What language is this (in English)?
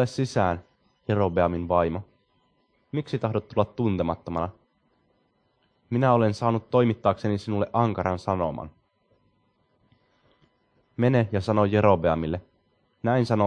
Finnish